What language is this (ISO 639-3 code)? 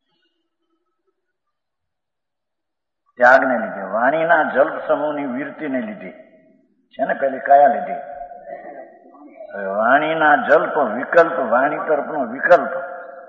guj